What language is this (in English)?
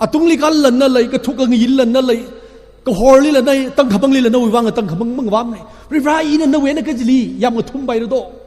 Tangkhul Naga (India)